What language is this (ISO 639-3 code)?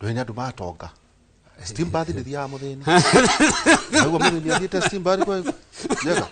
kik